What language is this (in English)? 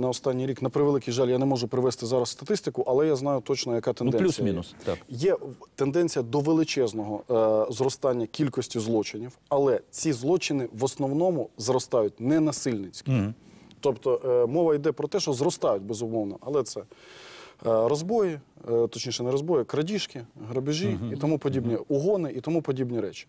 Ukrainian